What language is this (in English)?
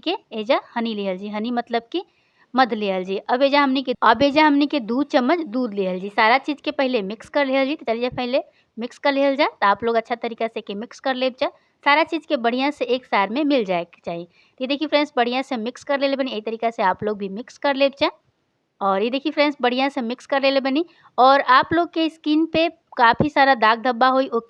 Bhojpuri